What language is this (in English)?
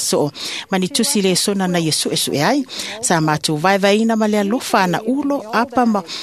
Samoan